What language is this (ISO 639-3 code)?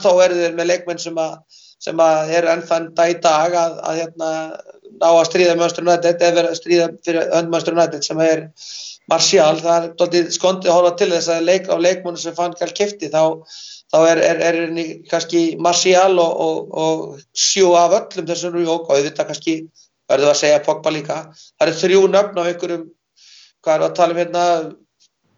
isl